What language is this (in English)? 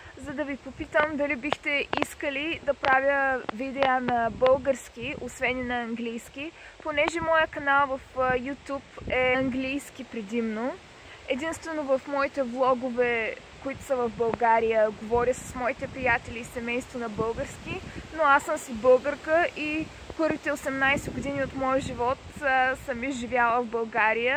Bulgarian